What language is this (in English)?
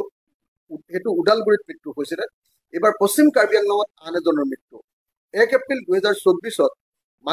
Assamese